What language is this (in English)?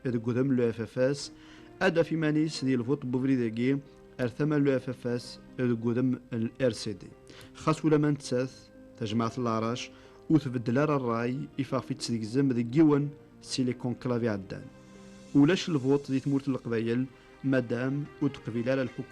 Kabyle